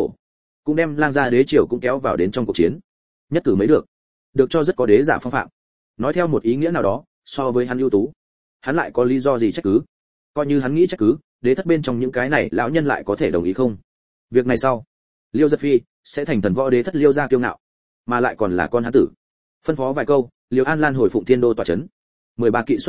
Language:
Vietnamese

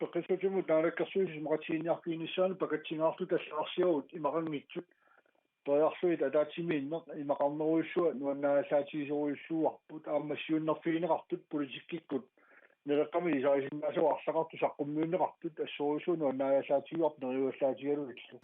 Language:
Kalaallisut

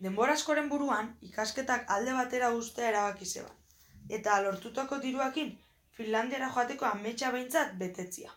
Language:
Basque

